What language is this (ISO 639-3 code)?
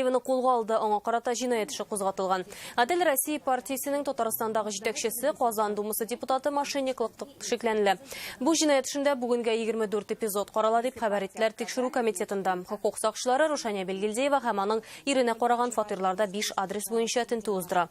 tat